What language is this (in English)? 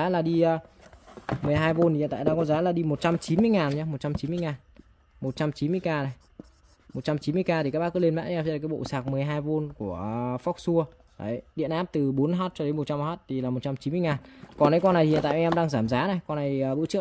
Vietnamese